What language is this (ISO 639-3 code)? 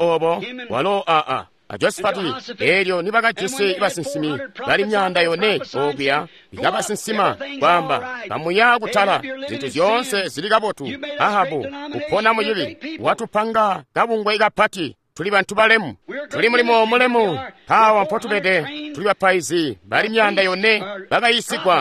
toi